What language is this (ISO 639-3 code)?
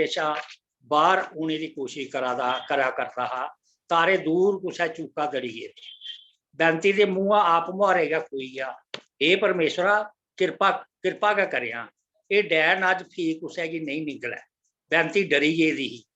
doi